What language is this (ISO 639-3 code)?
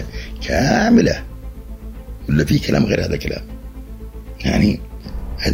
ara